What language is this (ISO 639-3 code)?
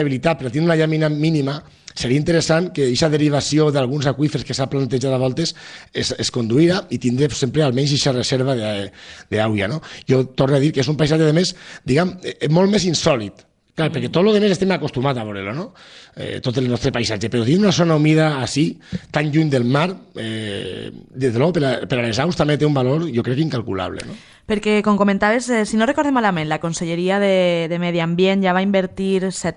cat